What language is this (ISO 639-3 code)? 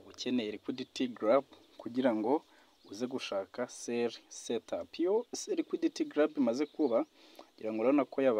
kin